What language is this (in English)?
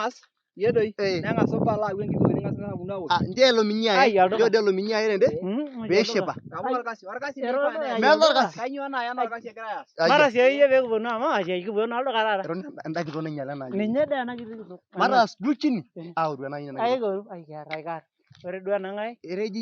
Masai